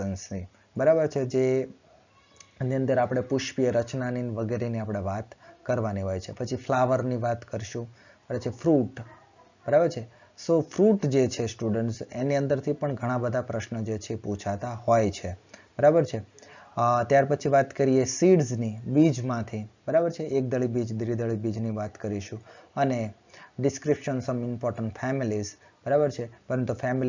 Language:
Gujarati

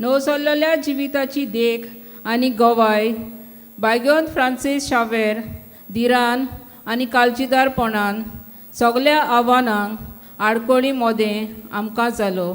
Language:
Konkani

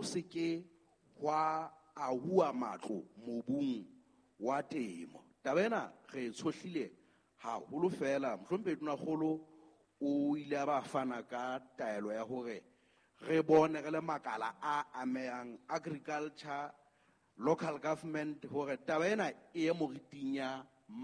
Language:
Southern Sotho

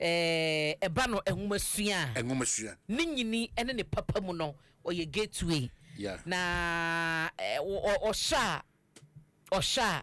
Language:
Akan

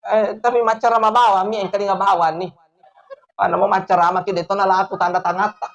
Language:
Buginese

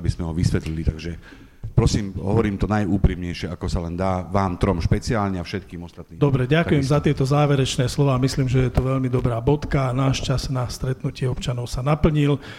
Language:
Slovak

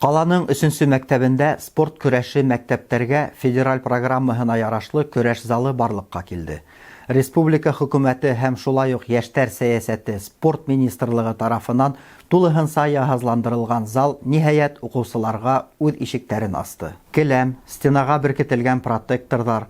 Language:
Bashkir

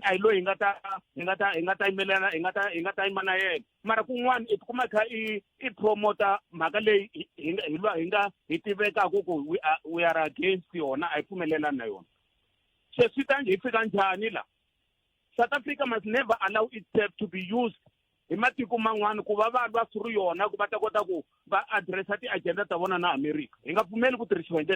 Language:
Tsonga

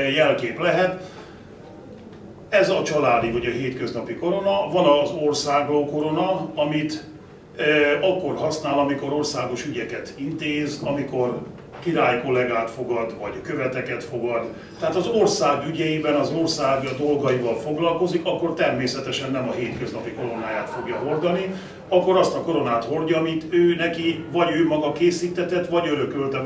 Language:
Hungarian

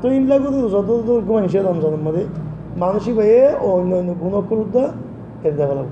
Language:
Rohingya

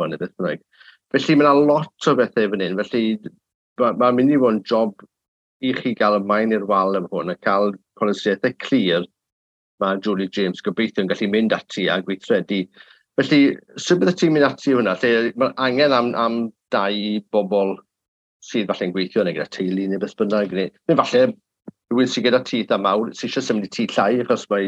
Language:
Welsh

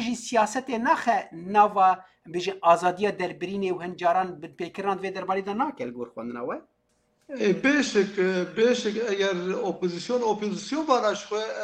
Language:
Kurdish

